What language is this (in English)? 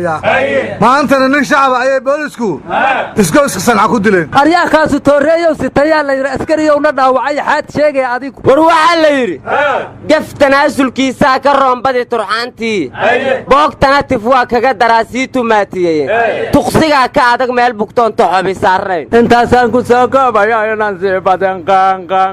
Somali